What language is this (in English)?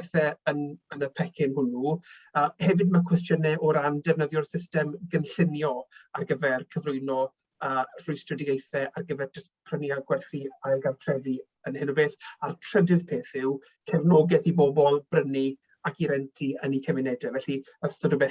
Welsh